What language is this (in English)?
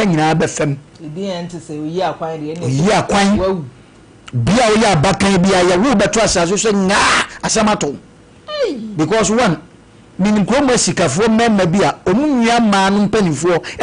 Akan